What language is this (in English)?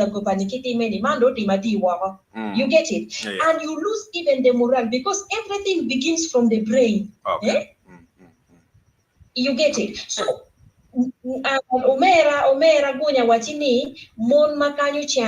Acoli